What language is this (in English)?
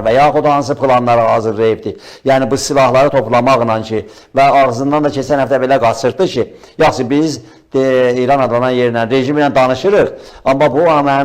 Azerbaijani